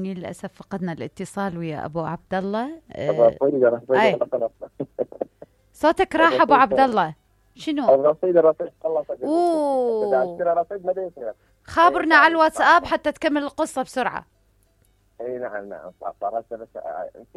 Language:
Mesopotamian Arabic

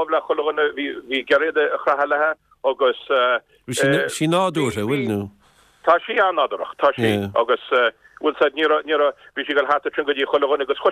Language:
Irish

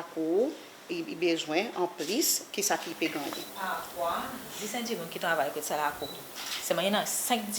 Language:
Seselwa Creole French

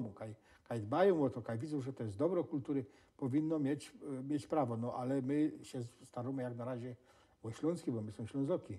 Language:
Silesian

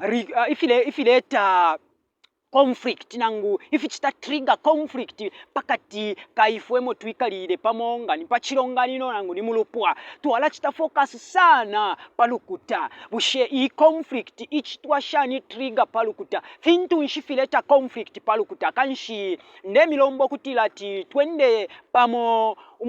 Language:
Bemba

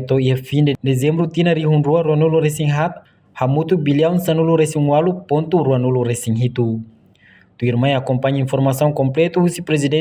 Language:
Tetum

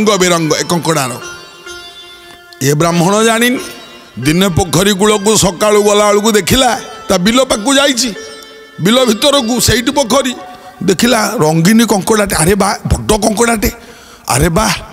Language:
Odia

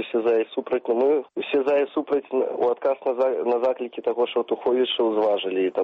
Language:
Belarusian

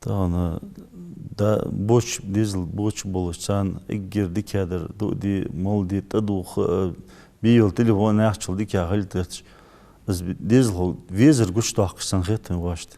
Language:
Ingush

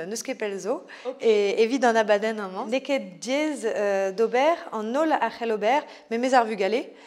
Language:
Breton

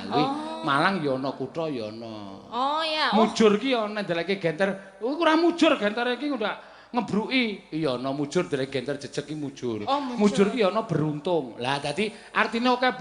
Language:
Javanese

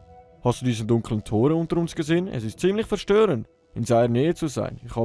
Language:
Swiss German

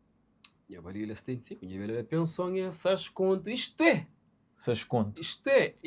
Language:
Kabuverdianu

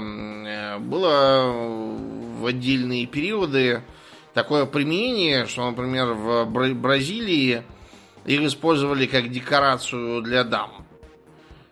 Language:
Russian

